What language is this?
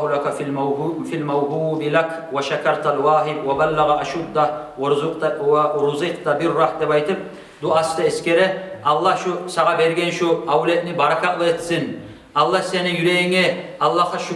Kumyk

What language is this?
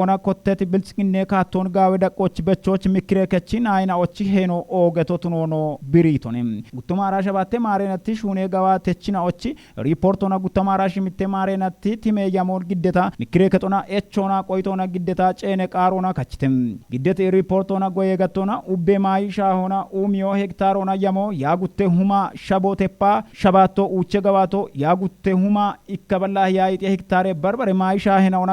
Kafa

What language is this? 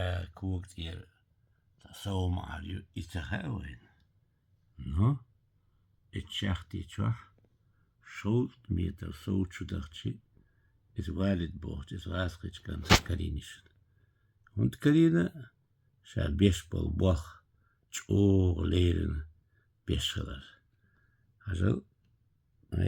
Chechen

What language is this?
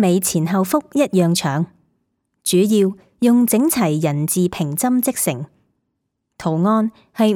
Cantonese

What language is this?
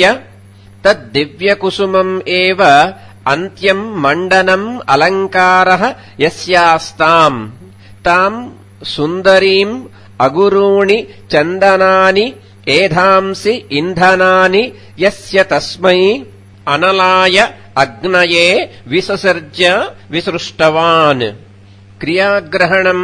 Sanskrit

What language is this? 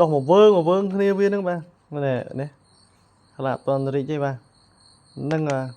Khmer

